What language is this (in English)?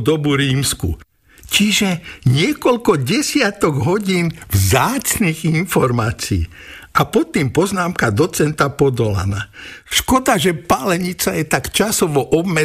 Slovak